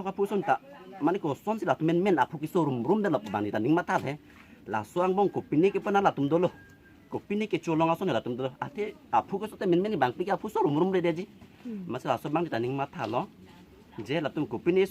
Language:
Karbi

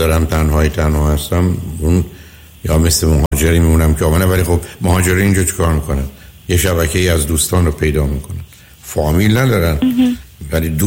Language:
Persian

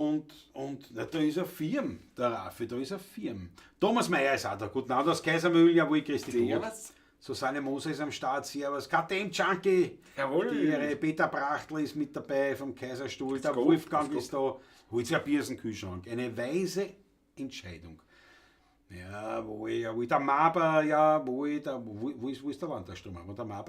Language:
Bavarian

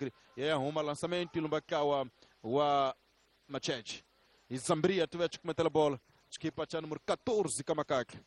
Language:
Tsonga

